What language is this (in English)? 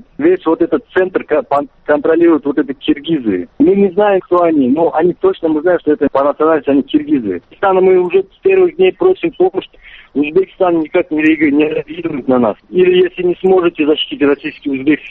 Russian